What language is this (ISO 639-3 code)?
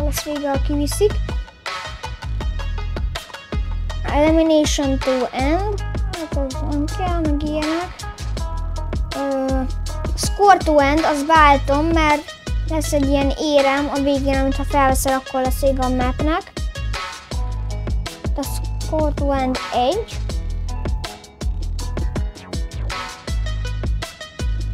hun